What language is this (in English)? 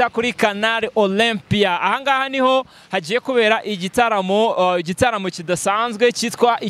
Kinyarwanda